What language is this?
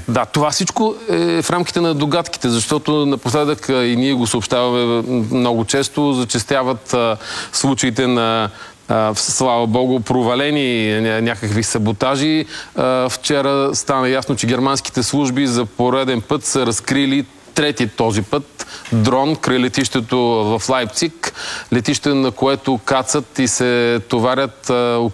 Bulgarian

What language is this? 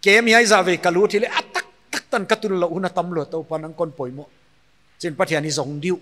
Paite Chin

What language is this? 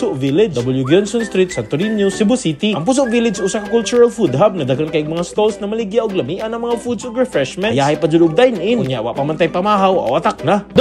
Cebuano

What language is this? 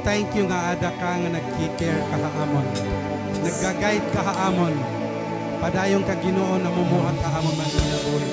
Waray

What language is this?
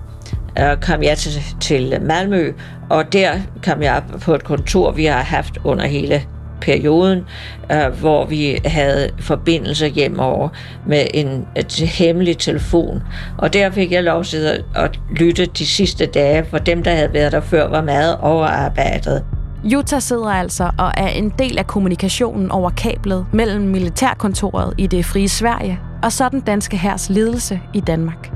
Danish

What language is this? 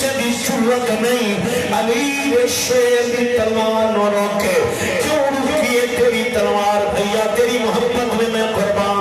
Saraiki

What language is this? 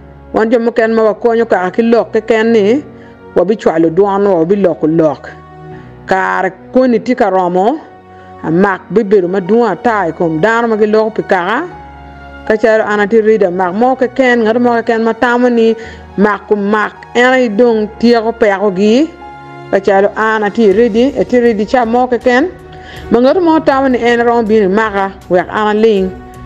Acoli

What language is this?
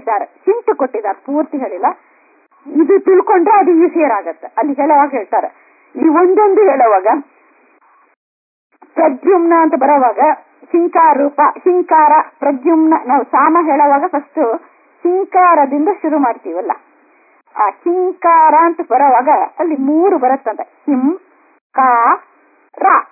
Kannada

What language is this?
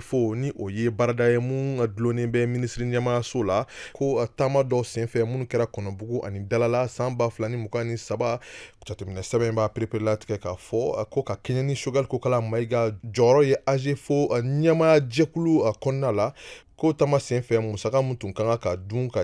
Bambara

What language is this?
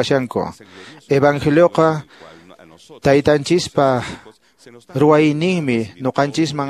Quechua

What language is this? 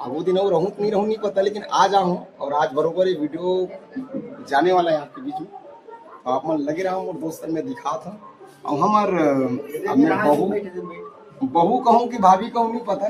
Chhattisgarhi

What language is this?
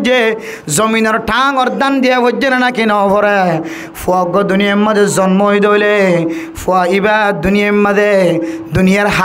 Rohingya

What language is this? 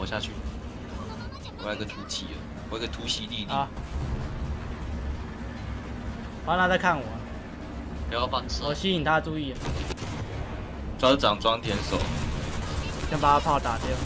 Chinese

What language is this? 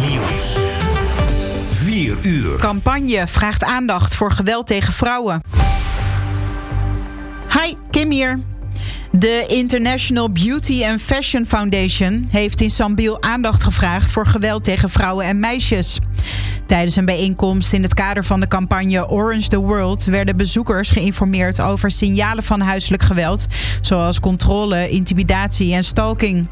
Dutch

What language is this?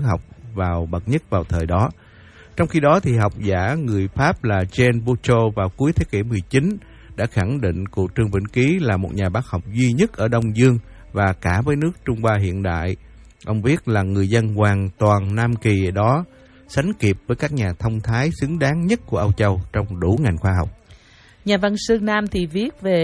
Vietnamese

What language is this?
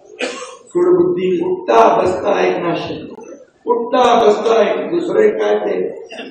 Marathi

